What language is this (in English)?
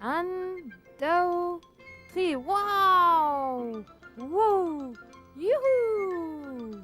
Breton